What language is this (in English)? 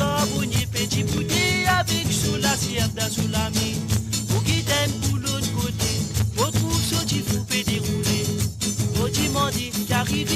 Morisyen